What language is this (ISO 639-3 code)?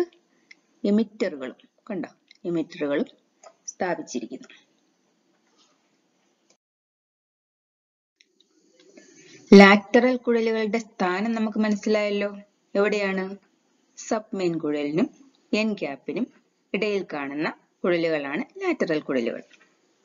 mal